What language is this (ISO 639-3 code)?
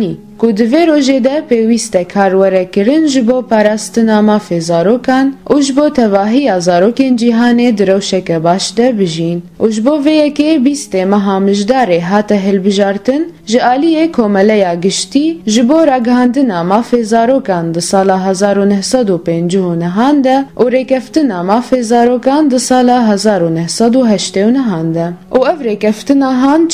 kur